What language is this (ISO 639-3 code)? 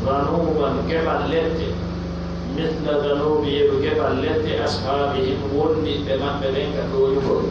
fuf